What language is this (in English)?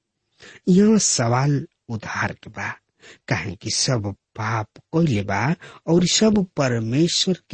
Bhojpuri